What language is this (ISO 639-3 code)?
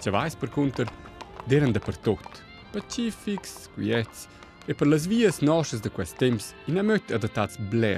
roh